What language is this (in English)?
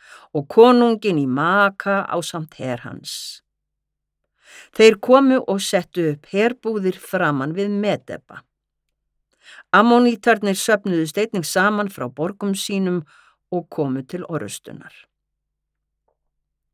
Icelandic